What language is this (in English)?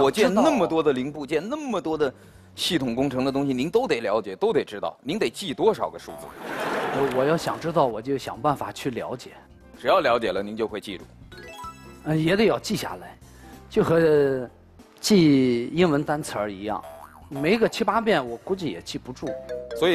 Chinese